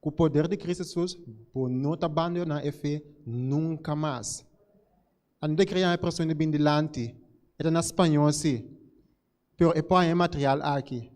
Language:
Papiamento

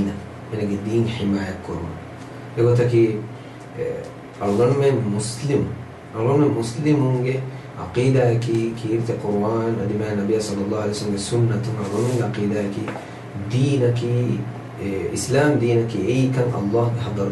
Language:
Divehi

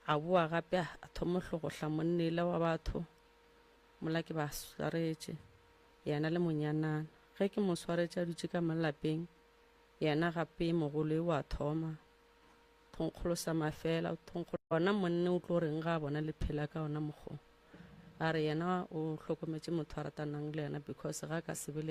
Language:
Northern Sotho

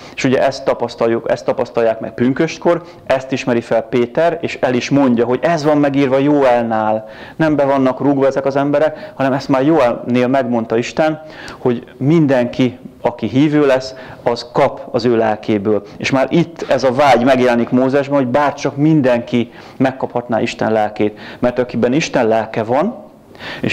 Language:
Hungarian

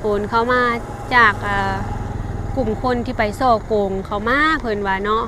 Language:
Lao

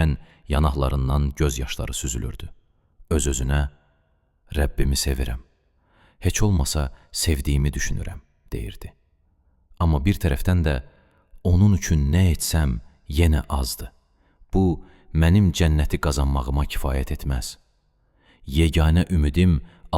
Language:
Azerbaijani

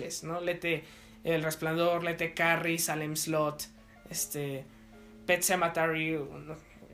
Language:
Spanish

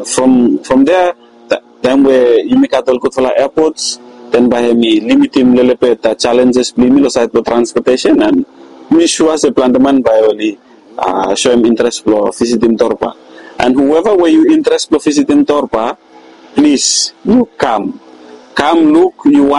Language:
Bislama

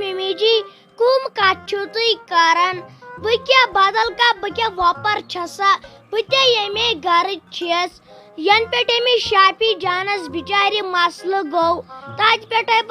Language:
Kashmiri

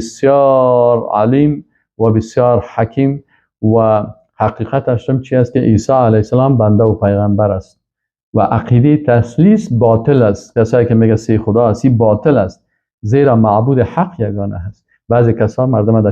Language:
Persian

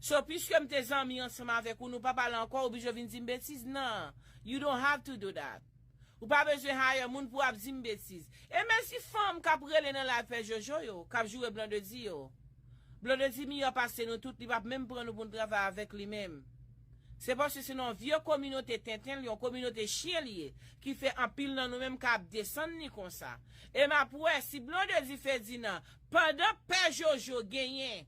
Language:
Haitian Creole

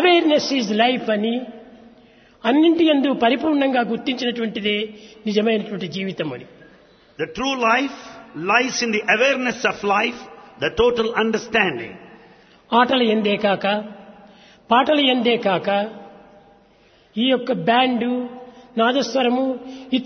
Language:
Telugu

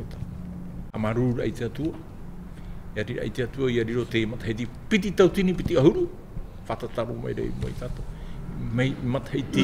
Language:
Tahitian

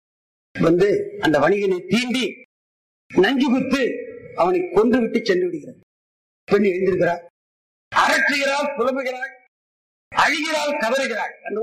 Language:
Tamil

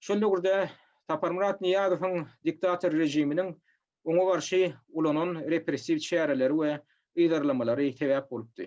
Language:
Turkmen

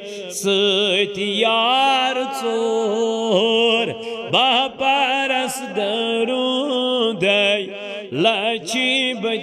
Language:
Kashmiri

